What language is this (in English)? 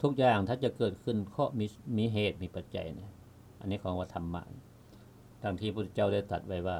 Lao